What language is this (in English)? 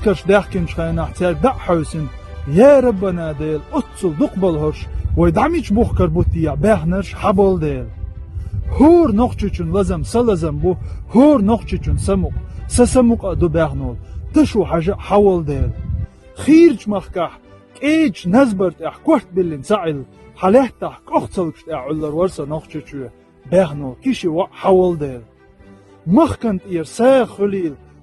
Chechen